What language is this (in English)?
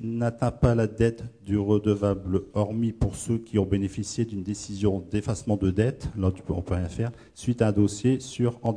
French